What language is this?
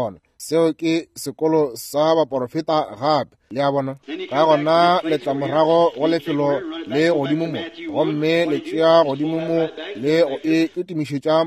Northern Sotho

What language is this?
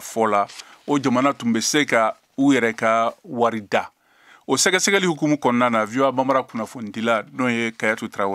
Bambara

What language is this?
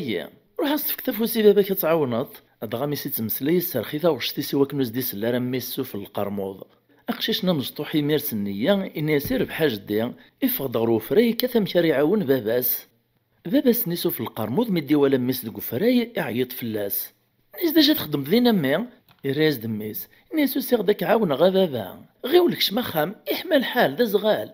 Kabyle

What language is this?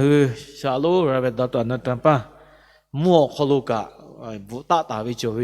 Lahu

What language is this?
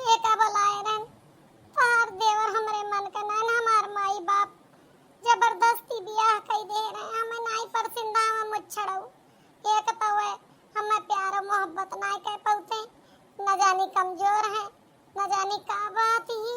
Awadhi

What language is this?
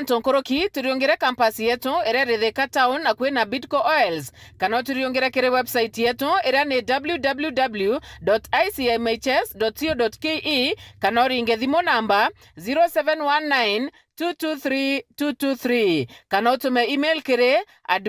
Meru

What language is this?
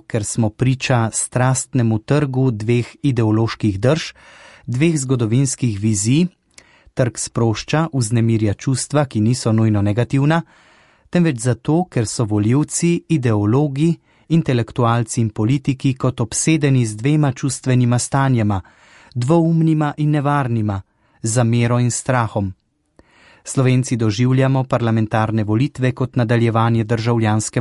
Slovenian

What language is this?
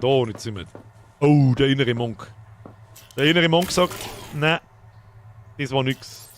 Bavarian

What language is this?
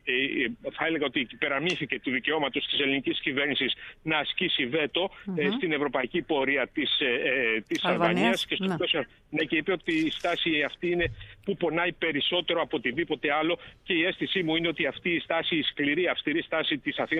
Greek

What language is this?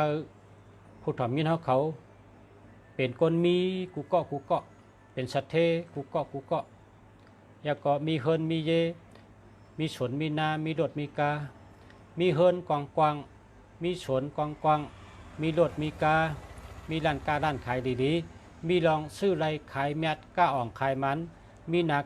Shan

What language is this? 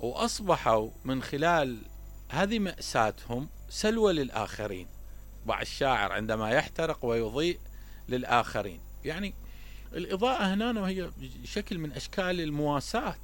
Mesopotamian Arabic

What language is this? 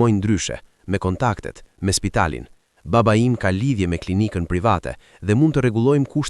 Albanian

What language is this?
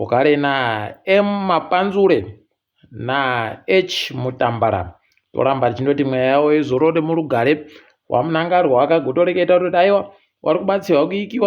Ndau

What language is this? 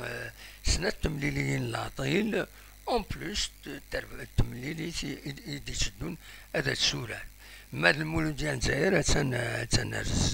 Kabyle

